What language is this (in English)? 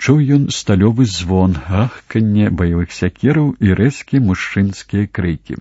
Belarusian